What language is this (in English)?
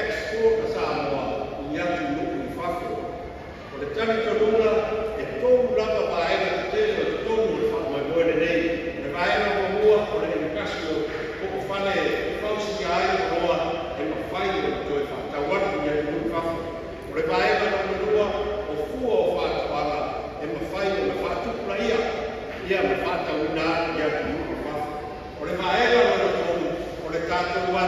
Samoan